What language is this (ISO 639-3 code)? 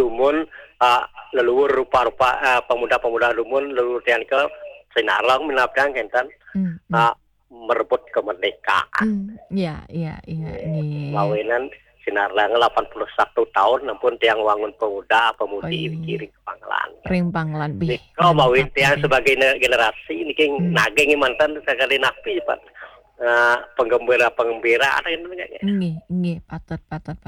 ban